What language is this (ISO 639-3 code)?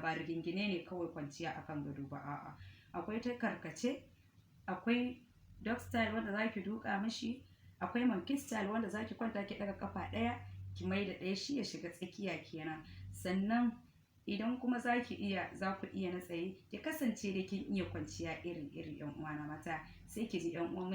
hau